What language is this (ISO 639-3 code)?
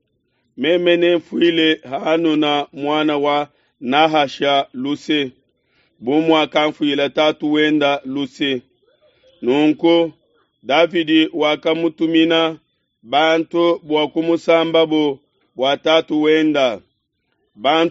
lua